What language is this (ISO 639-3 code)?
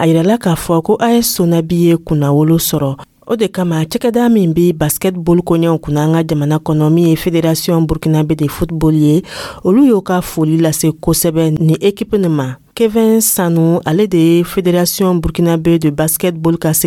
dyu